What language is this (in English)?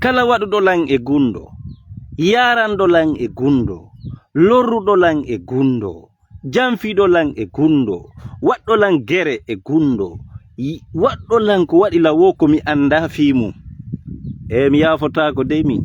Fula